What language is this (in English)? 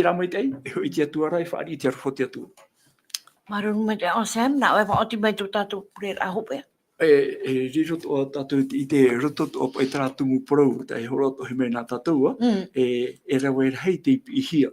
Tahitian